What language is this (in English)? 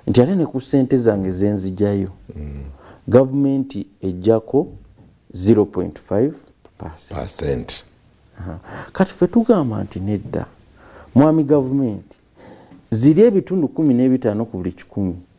Ganda